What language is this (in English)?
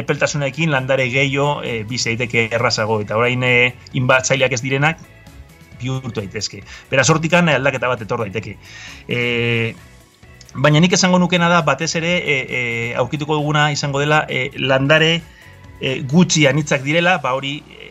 Basque